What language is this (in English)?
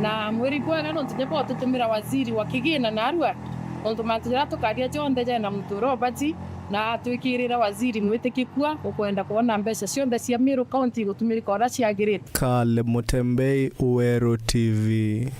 Meru